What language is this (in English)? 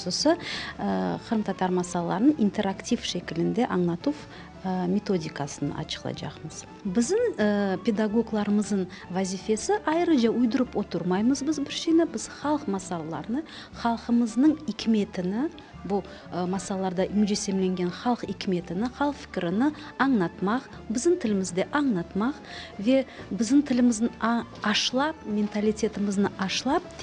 Crimean Tatar